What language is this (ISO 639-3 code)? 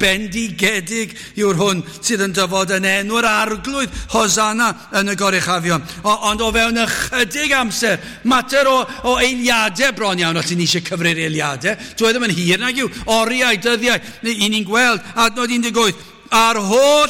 cym